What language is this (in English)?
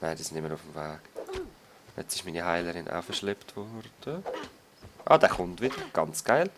Swiss German